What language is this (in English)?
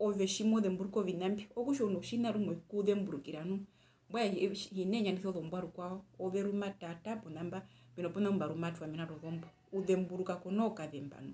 Herero